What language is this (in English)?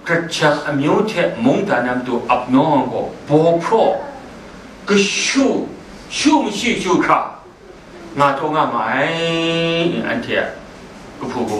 Kachin